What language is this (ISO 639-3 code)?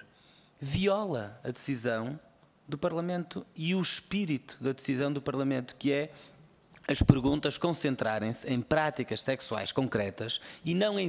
por